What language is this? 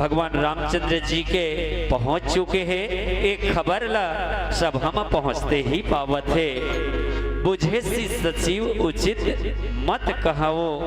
Chhattisgarhi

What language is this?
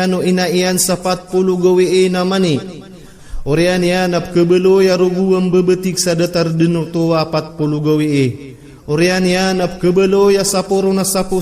Maranao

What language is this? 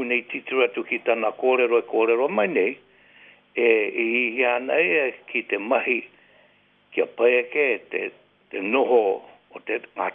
Māori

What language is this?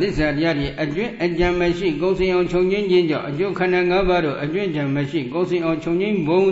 Burmese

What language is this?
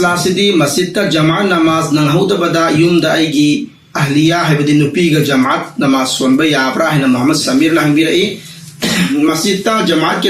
Manipuri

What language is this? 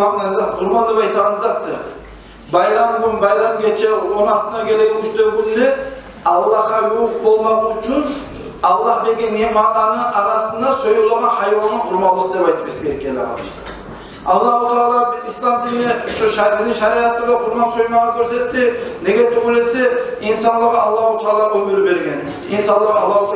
Kumyk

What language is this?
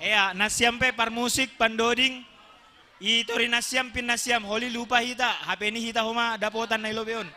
Batak Simalungun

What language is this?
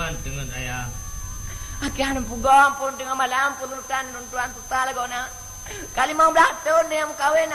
Achinese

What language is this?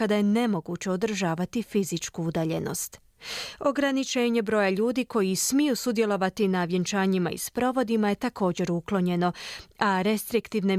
Croatian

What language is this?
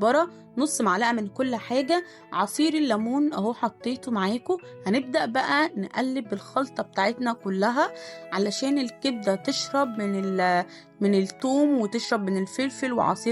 Egyptian Arabic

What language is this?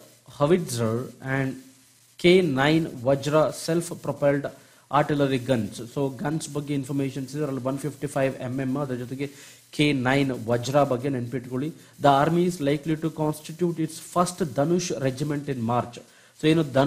Kannada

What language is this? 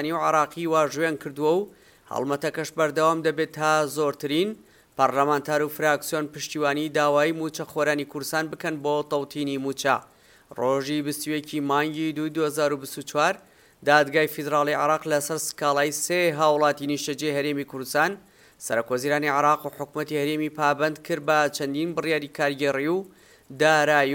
Central Kurdish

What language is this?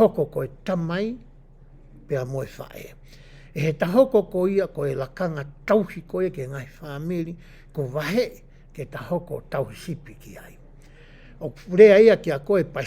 Tongan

